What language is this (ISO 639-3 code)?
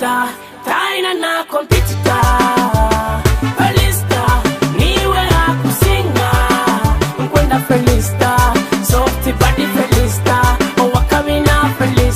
nyo